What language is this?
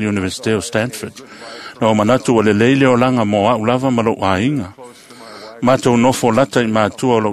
Samoan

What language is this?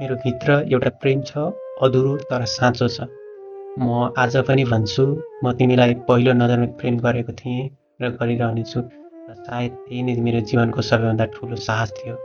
Nepali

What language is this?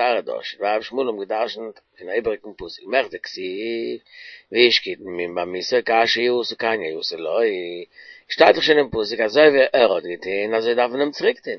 Yiddish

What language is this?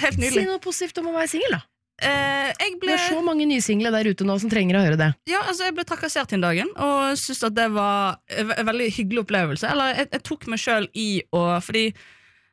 Norwegian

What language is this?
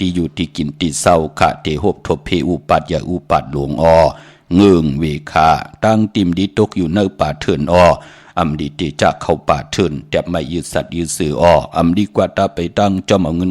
Shan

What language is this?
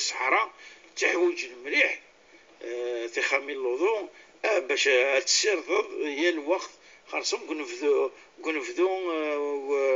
Kabyle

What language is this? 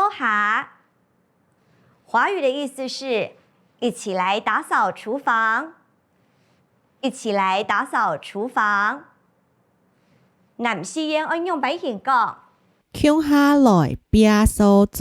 Hakka Chinese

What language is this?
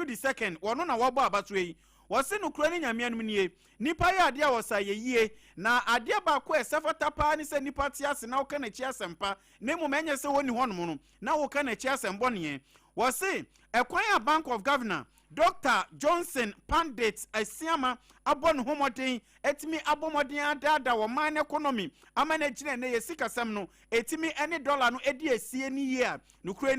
Akan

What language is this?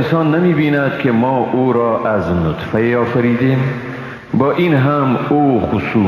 Persian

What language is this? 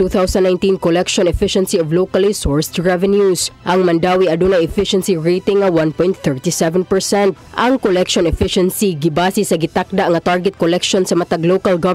Cebuano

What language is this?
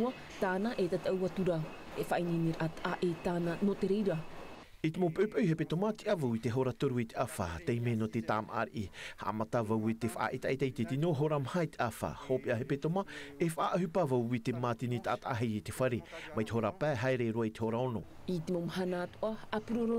Tahitian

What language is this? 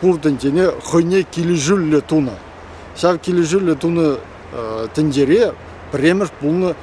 Chuvash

